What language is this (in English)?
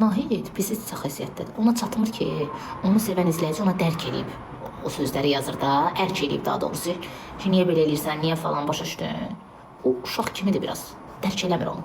Azerbaijani